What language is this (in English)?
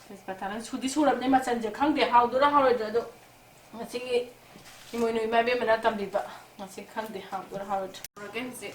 Manipuri